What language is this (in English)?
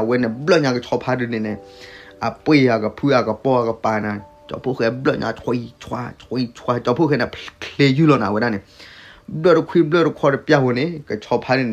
S'gaw Karen